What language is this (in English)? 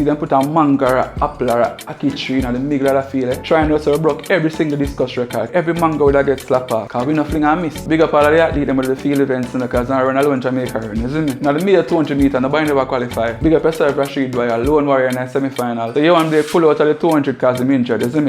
Jamaican Creole English